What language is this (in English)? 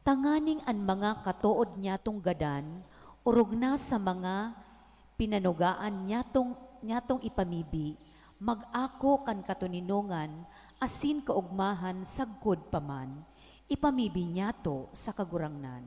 Bikol